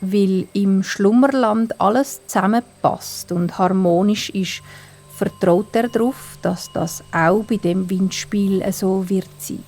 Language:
Swiss German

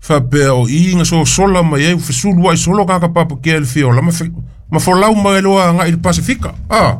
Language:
Samoan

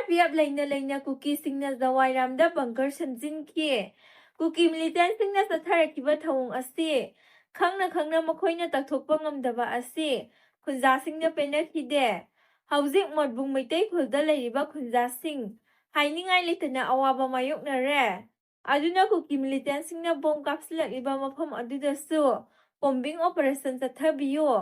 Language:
Manipuri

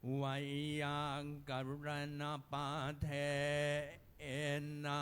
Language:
Pali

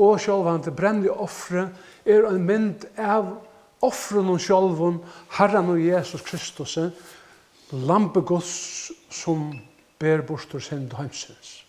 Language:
Faroese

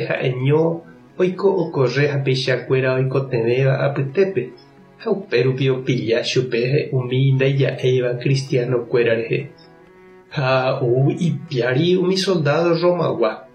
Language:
Guarani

